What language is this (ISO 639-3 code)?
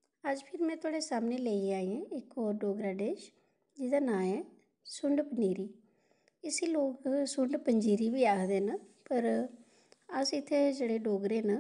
doi